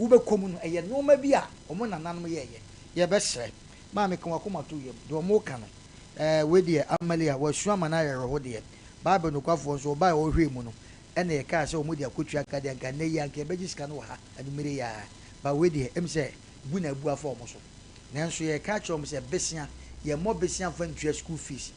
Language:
Akan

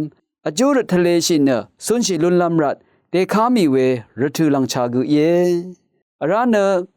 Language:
Rawang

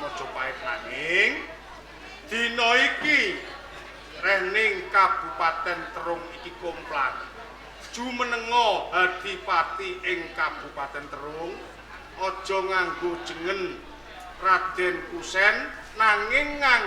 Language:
Javanese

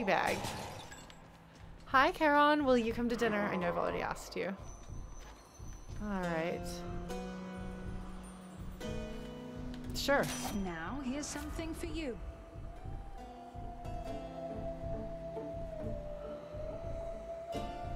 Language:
English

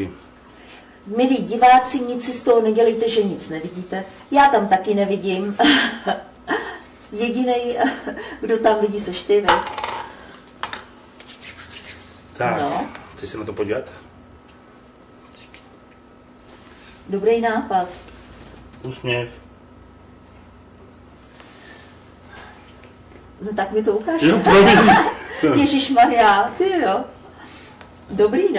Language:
Czech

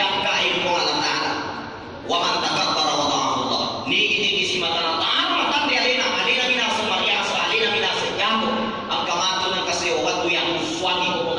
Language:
Buginese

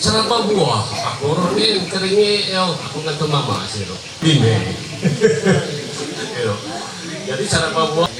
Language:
Ma'anyan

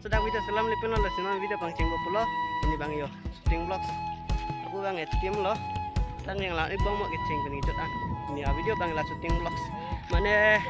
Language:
Karbi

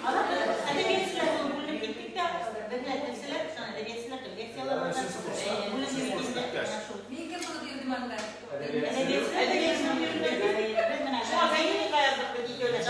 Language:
Bashkir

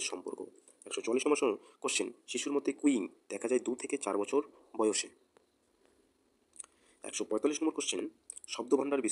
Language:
Bangla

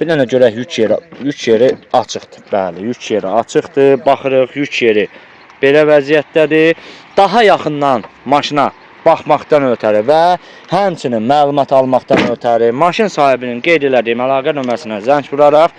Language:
Azerbaijani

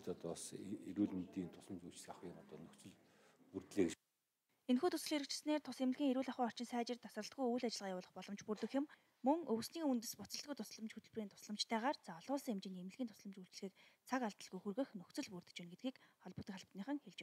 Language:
Mongolian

